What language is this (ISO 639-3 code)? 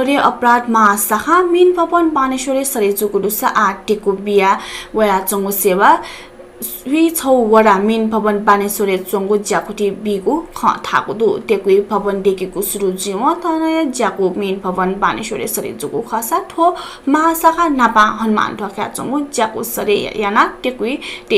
new